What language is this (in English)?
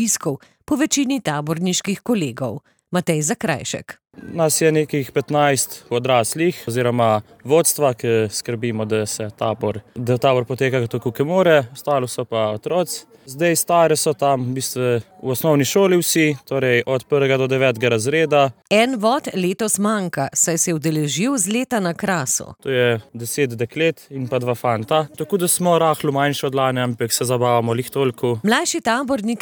Slovenian